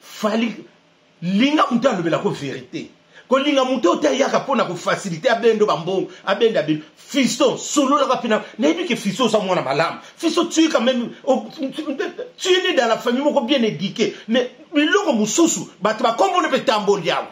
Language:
Lingala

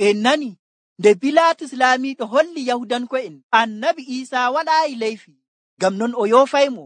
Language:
Nigerian Fulfulde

